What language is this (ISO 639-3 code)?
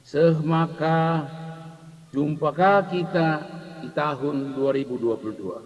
btx